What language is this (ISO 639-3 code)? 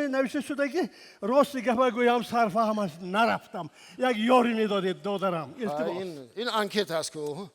tgk